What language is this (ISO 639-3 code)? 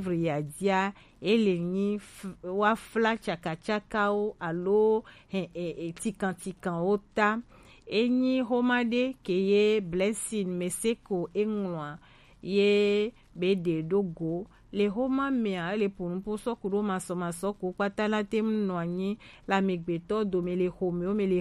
gej